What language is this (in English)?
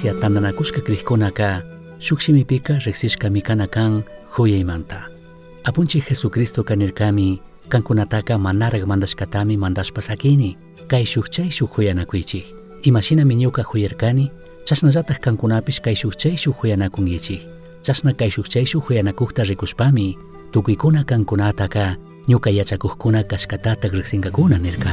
Chimborazo Highland Quichua